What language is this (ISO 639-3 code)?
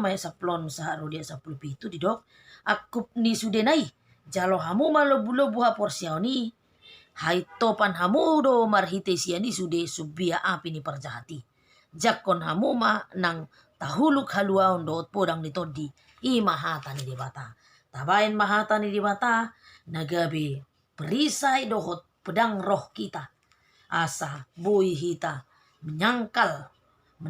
bbc